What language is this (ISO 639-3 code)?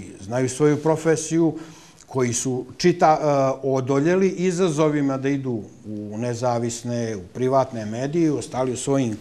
bos